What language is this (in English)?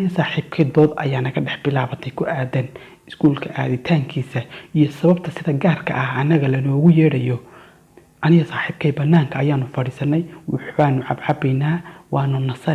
Somali